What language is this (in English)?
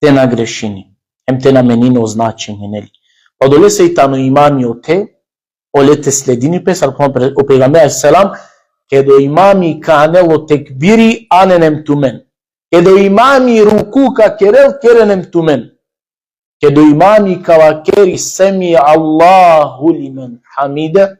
Balkan Romani